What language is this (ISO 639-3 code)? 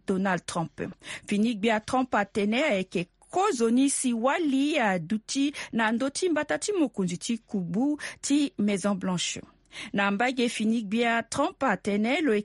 sag